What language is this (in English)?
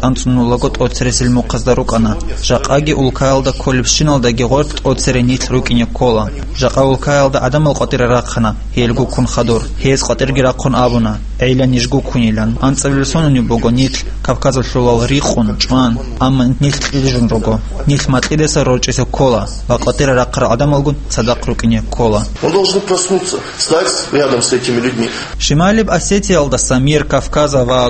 Avaric